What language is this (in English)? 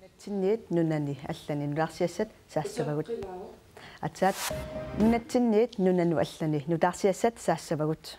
Kalaallisut